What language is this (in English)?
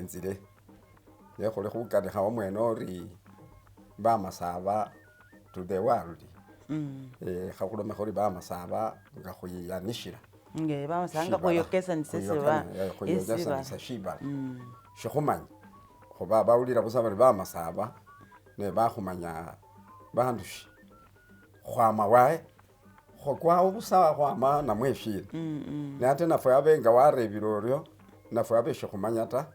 Masaaba